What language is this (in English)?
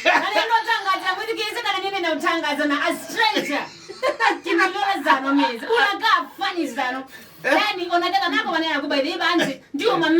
Kamba